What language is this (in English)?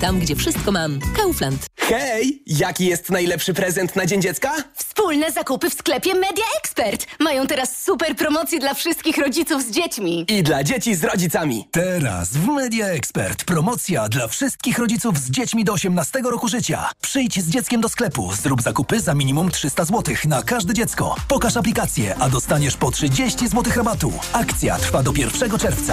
Polish